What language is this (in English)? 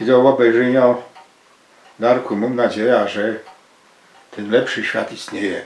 Silesian